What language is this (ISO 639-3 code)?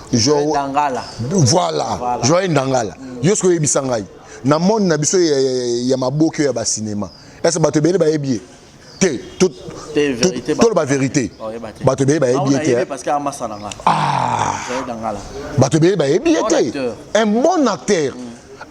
lin